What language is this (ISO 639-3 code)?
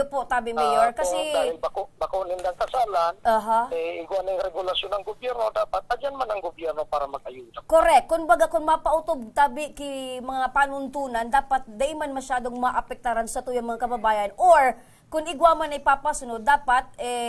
bik